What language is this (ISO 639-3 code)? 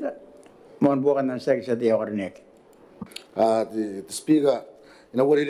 gil